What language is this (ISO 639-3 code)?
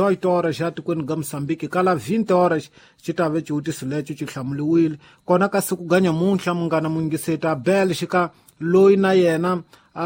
tso